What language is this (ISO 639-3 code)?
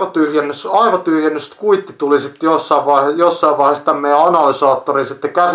fin